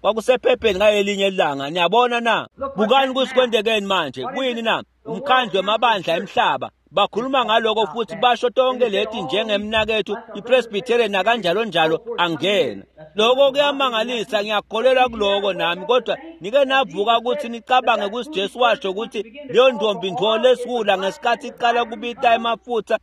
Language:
Swati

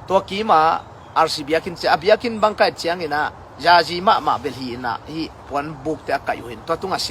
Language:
Tedim Chin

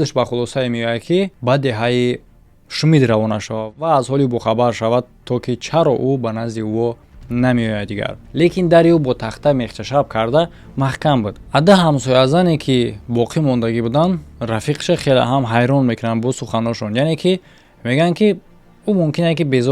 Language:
Tajik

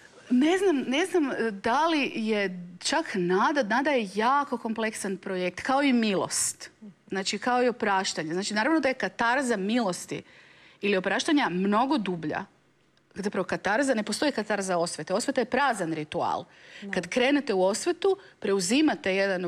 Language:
Croatian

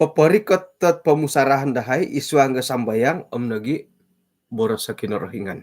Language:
Central Dusun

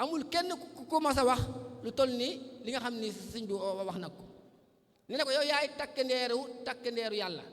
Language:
Wolof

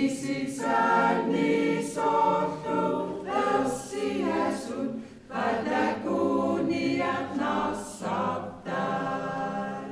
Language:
Kalaallisut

